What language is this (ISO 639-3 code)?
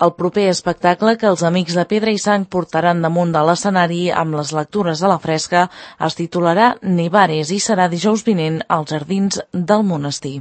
cat